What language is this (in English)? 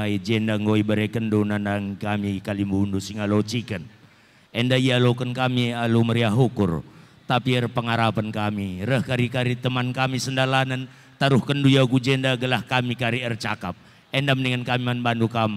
Batak Karo